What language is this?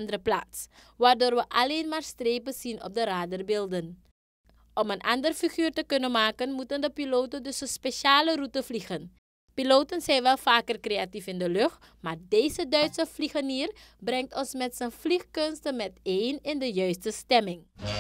Dutch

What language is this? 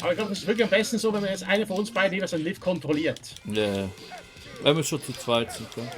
Swiss German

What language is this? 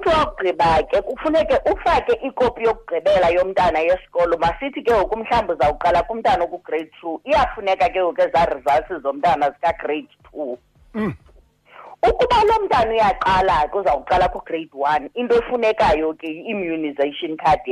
Xhosa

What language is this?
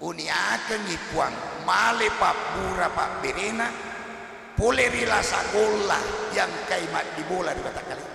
Buginese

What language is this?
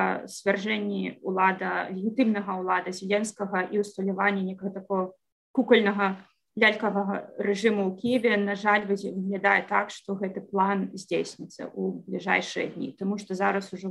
Belarusian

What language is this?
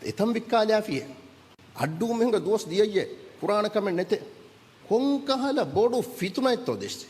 Divehi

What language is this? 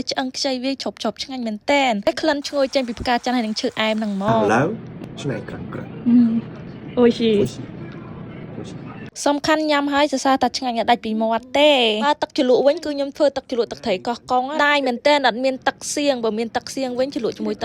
Khmer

